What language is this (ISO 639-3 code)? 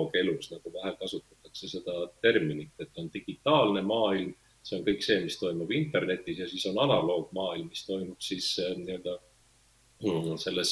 est